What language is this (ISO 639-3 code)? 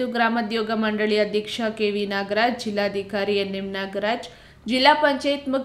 kan